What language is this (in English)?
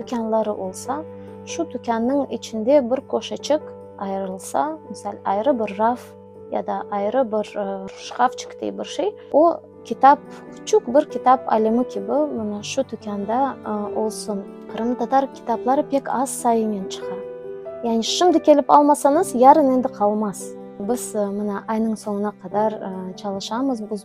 Crimean Tatar